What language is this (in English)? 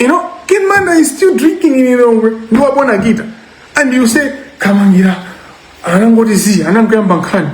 Nyanja